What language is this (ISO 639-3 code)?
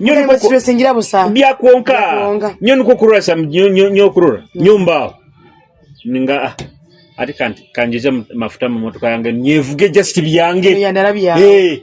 nyo